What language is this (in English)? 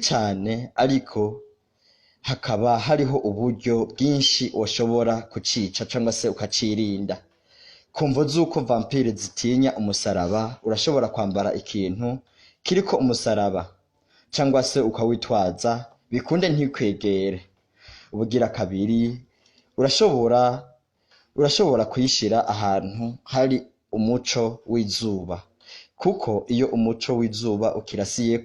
Rundi